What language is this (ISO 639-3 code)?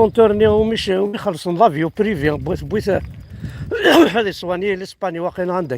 kab